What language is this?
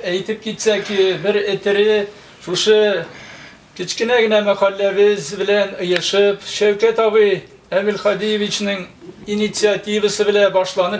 Tatar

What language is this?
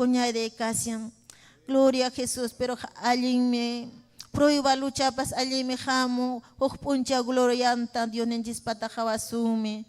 Ayacucho Quechua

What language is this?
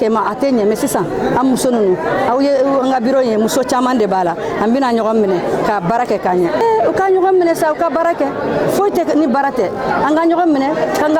Bambara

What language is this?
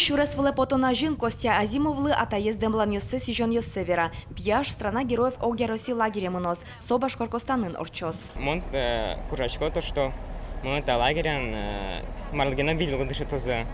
Udmurt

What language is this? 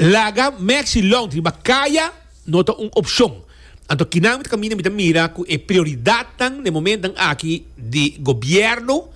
Papiamento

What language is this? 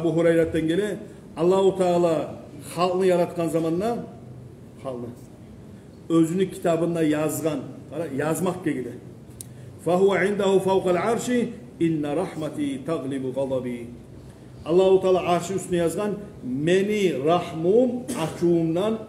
Kumyk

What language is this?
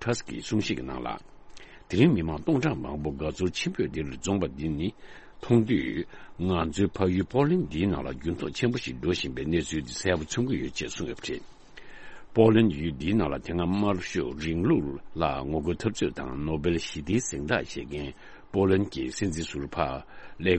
Tibetan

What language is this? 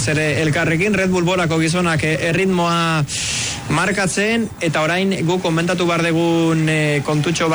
Basque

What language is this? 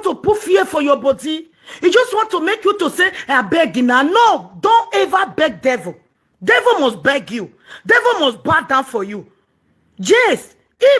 Nigerian Pidgin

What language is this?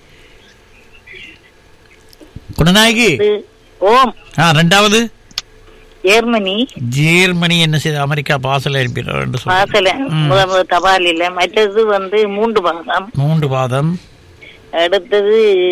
Tamil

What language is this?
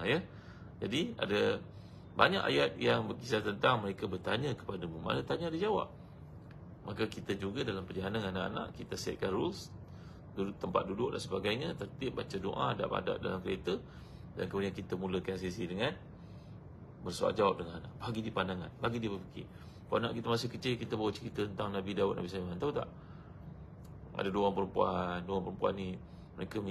Malay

